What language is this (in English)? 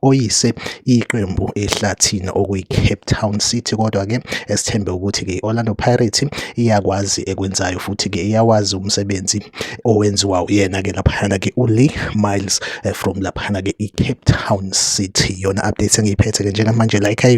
Zulu